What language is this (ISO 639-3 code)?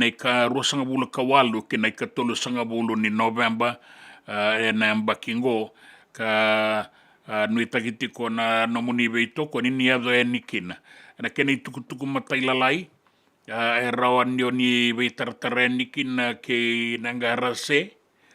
fij